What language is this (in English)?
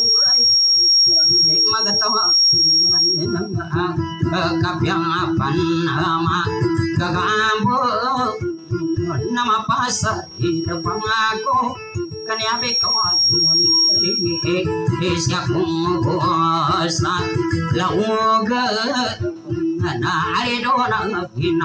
Maguindanaon